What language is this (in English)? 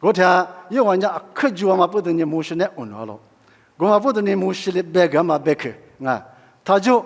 Lisu